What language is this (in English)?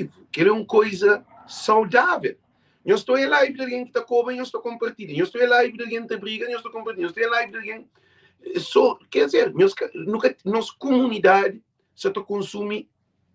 Kabuverdianu